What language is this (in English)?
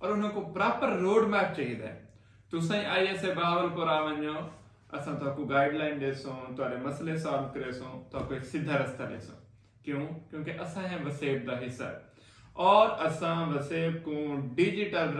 Saraiki